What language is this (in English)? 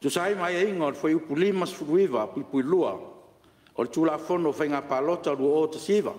Samoan